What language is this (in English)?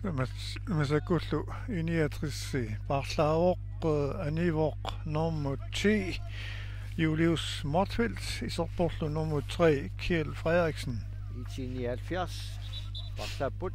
Kalaallisut